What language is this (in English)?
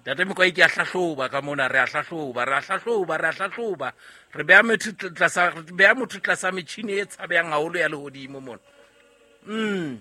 Southern Sotho